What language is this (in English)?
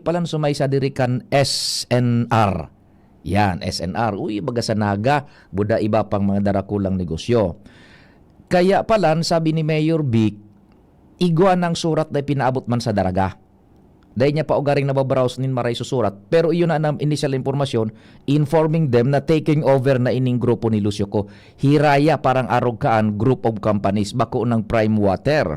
Bikol